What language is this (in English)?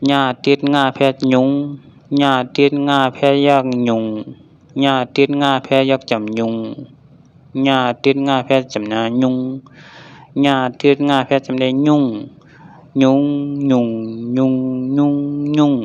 Shan